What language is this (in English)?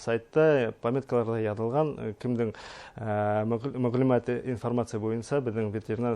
Bashkir